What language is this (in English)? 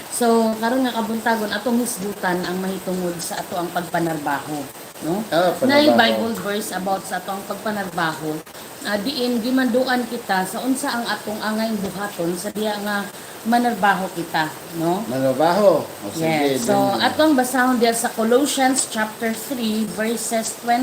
Cebuano